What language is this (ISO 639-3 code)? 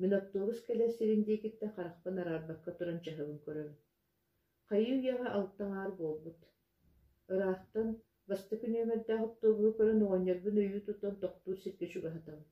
sah